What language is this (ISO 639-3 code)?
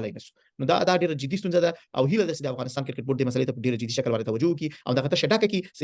pus